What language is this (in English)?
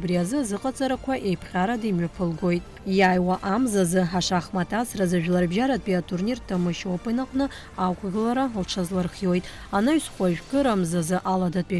Abkhazian